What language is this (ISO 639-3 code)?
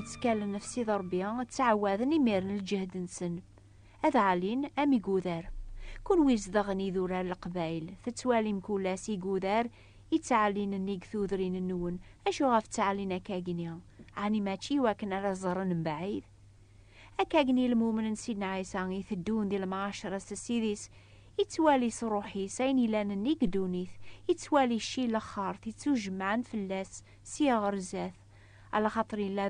kab